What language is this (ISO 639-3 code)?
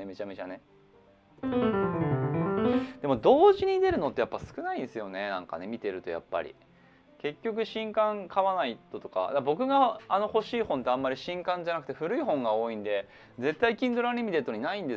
jpn